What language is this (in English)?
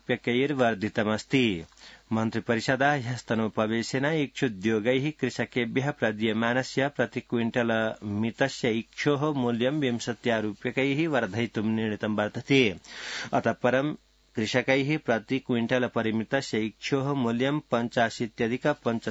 Sanskrit